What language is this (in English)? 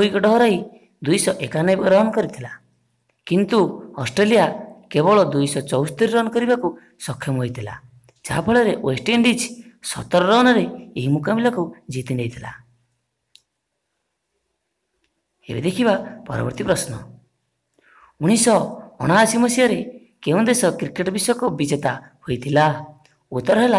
Odia